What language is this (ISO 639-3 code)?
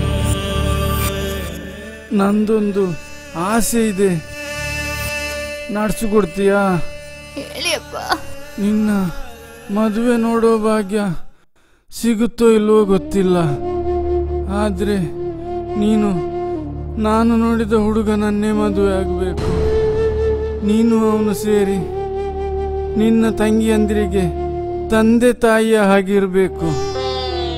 kan